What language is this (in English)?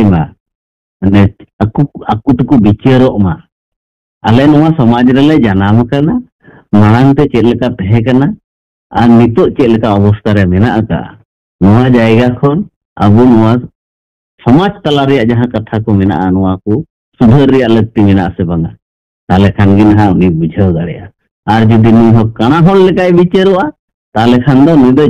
Santali